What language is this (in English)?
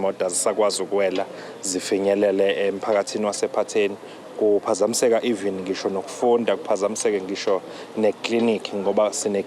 Zulu